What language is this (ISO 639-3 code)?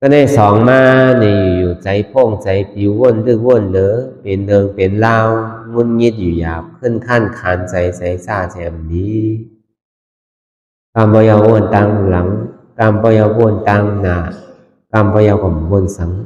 shn